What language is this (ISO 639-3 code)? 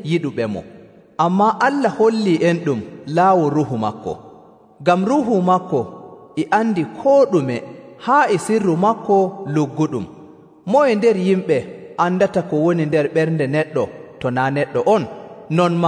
fuv